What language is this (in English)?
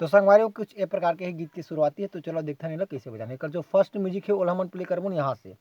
Chhattisgarhi